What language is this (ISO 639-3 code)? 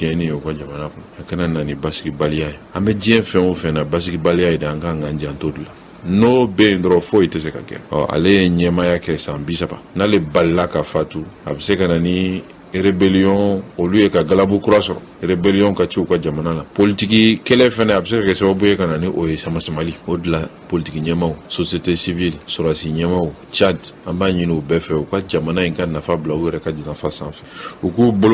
bam